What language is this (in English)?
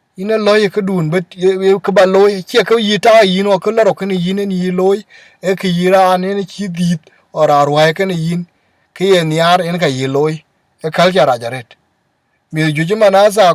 Dinka